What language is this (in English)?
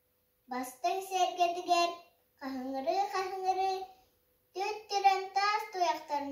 Yakut